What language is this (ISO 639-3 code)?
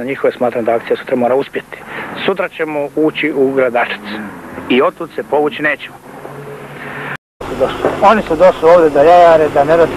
bos